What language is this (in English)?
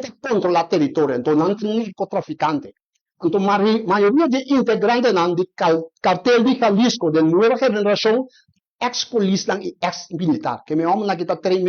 Papiamento